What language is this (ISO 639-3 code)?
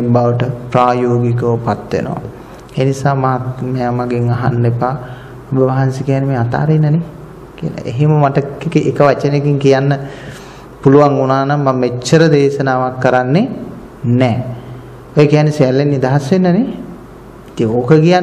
sin